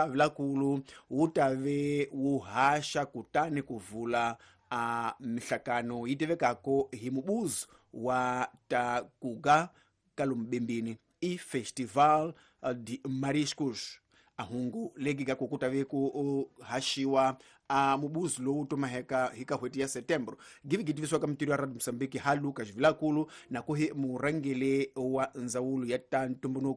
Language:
Tsonga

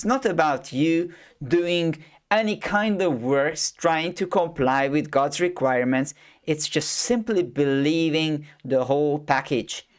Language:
English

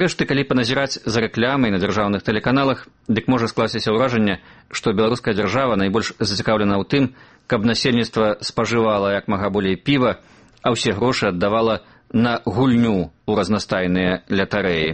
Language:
Belarusian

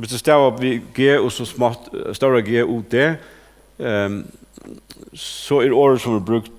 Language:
Faroese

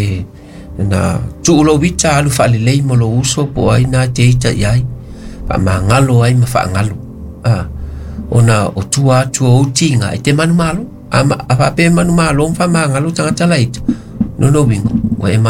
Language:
Samoan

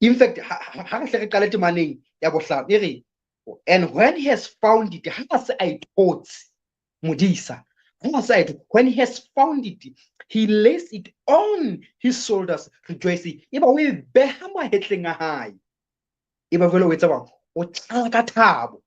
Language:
Southern Sotho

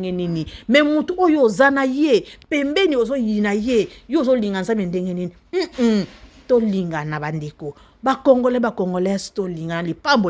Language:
Lingala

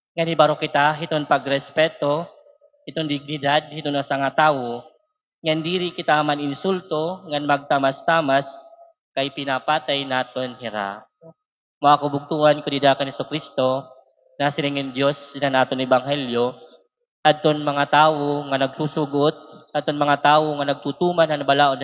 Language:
Waray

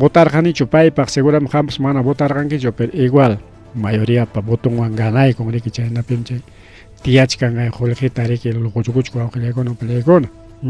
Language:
Ayacucho Quechua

